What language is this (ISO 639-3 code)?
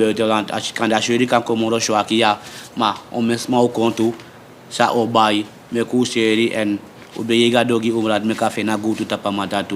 srn